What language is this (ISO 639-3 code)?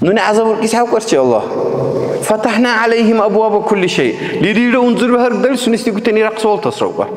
dar